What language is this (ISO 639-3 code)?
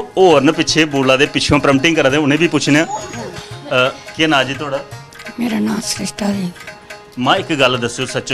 doi